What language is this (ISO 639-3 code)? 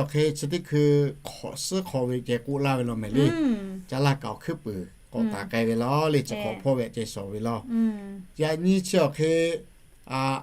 lhu